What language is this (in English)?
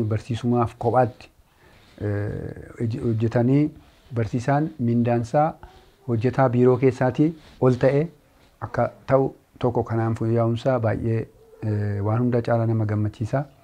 Oromo